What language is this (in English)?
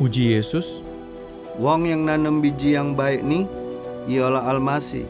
Musi